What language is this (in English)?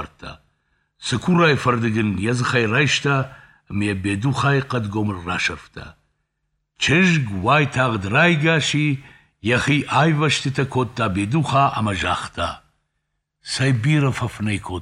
Ossetic